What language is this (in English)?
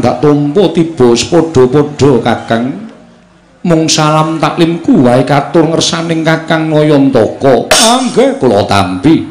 Javanese